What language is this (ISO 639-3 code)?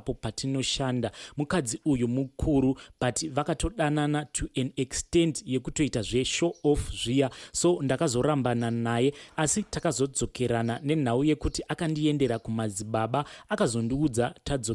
sna